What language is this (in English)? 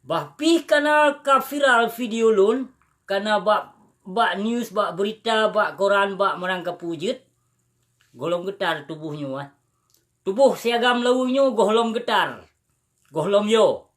Achinese